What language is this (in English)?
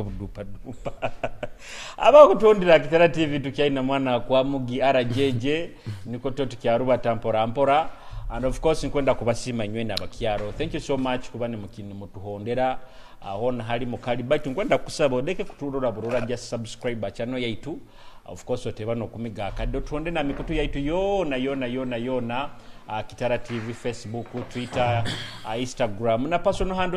Nyoro